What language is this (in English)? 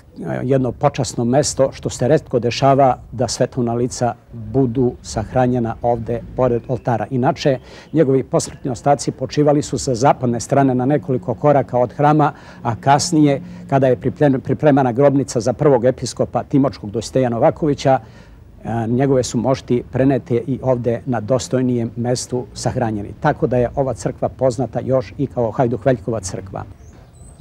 Serbian